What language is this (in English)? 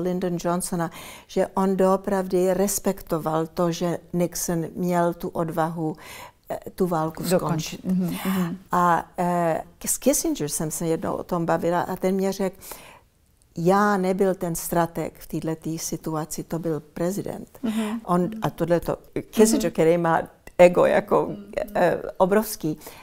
Czech